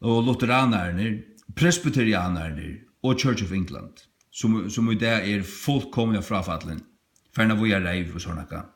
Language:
Faroese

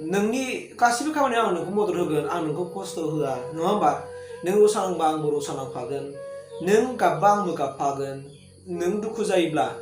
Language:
Bodo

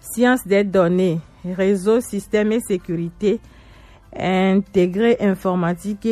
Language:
Gen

